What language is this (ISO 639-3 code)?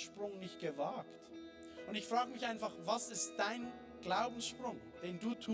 gsw